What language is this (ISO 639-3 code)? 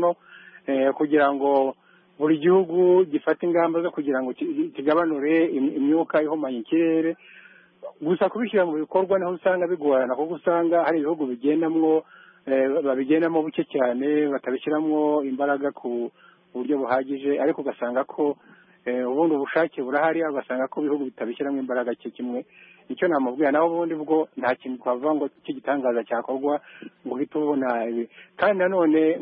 kin